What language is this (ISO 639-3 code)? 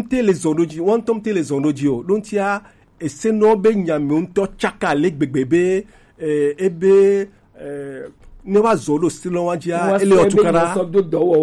gej